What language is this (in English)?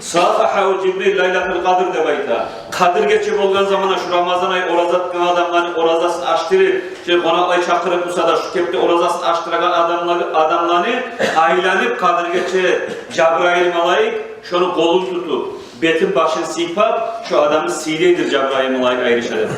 Kumyk